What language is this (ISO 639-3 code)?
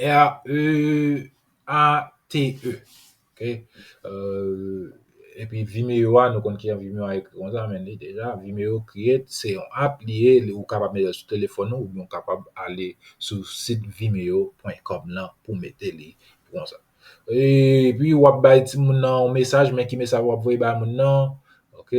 hat